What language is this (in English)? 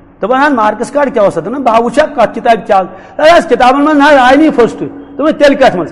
Kashmiri